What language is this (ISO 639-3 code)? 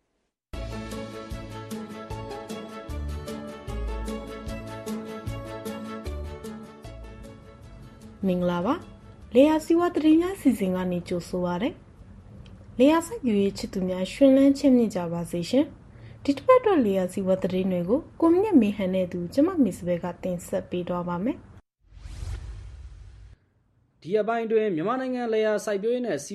mya